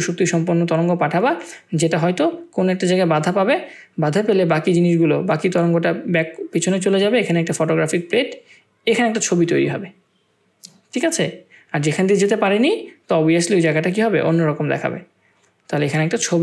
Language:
Bangla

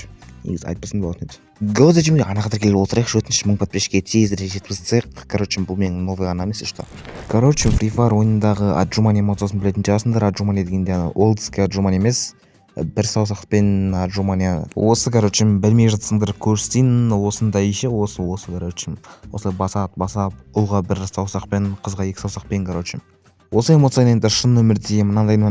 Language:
Kazakh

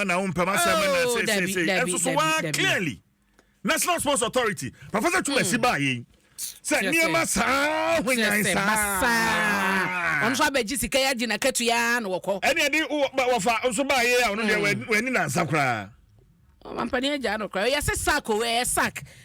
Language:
Akan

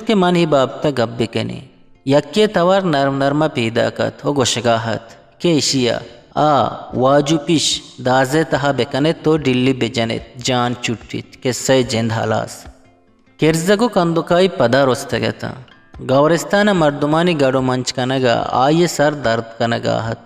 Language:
Eastern Balochi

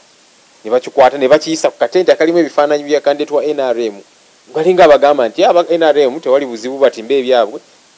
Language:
Ganda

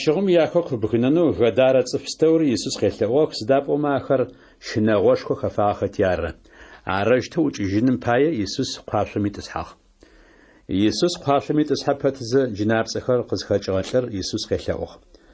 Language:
Adyghe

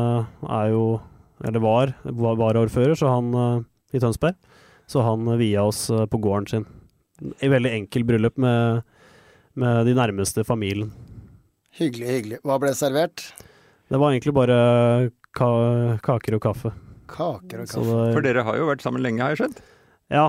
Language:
Norwegian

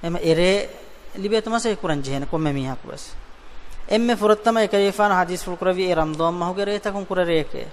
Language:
Divehi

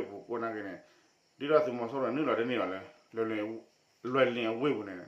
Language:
S'gaw Karen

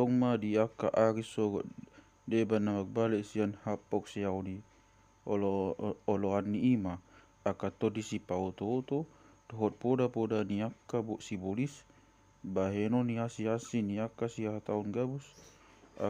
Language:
Batak Toba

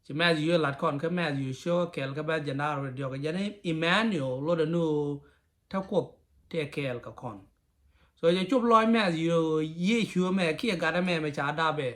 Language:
Nuer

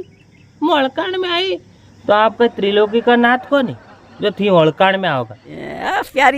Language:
Rajasthani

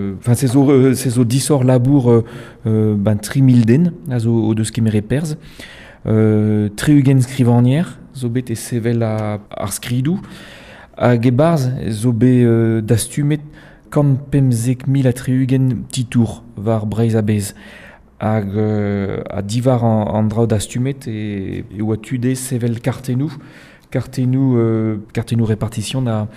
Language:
Breton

